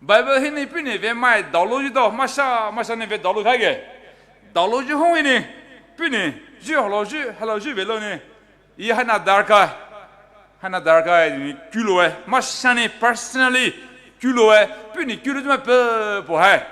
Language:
Poumei Naga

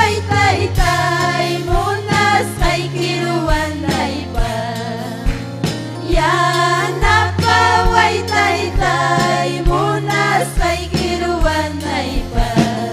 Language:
Ayacucho Quechua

